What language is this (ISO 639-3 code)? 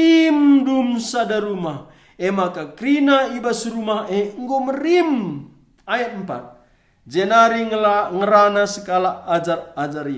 btx